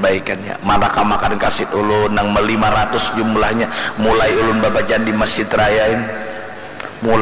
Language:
Banjar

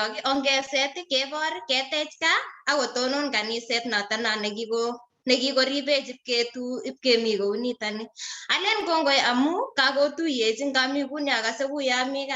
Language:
Kalenjin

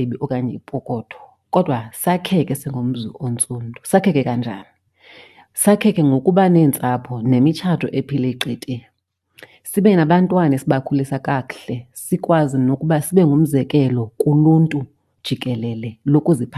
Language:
Xhosa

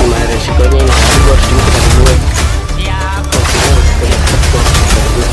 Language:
Betawi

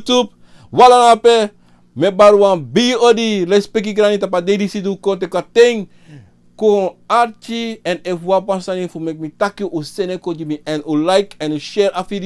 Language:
Sranan Tongo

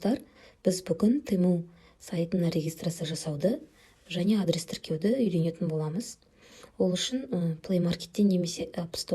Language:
Kazakh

